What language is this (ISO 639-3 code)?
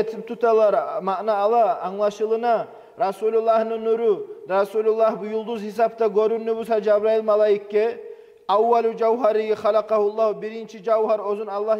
kum